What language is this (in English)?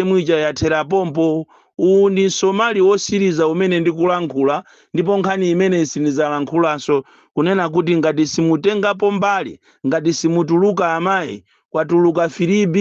Nyanja